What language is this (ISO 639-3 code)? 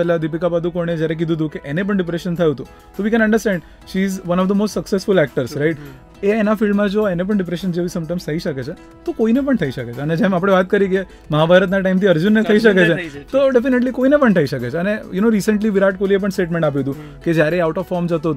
guj